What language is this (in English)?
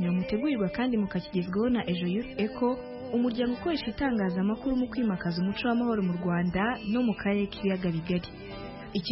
Kinyarwanda